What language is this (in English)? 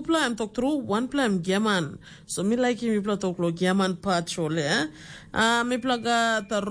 Tok Pisin